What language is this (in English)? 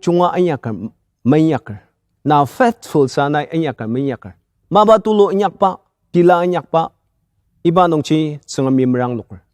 Ao Naga